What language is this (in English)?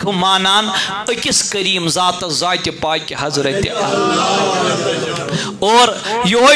Kashmiri